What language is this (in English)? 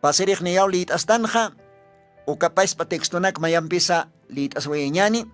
Aymara